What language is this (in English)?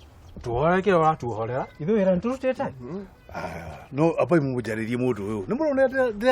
Kikuyu